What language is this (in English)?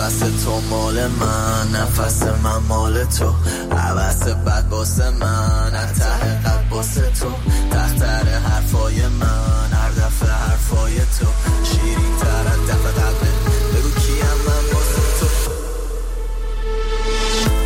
Persian